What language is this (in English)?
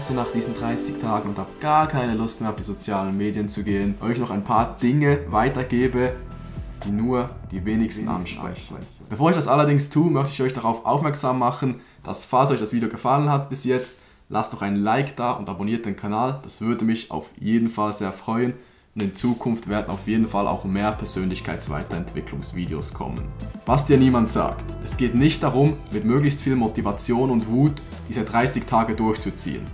Swiss German